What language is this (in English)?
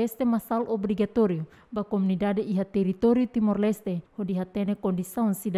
Tetum